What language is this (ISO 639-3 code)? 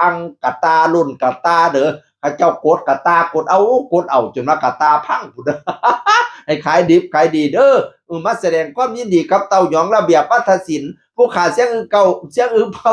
tts